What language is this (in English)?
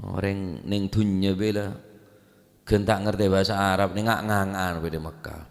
Madurese